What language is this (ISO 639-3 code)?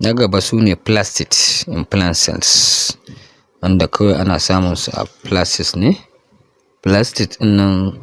hau